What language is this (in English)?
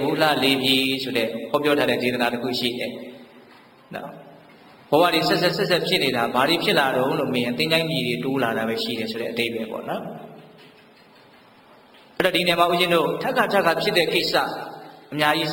Burmese